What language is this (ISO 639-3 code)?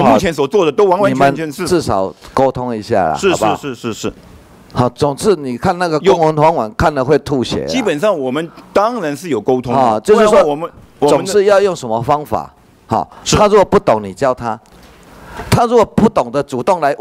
zho